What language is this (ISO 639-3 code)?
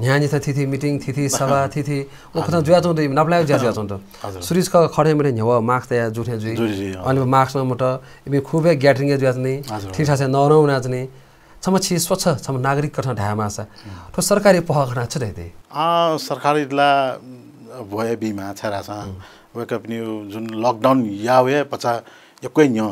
new